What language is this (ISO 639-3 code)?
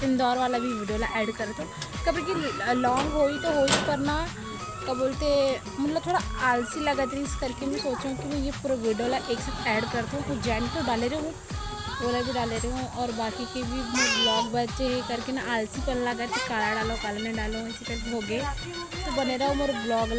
hne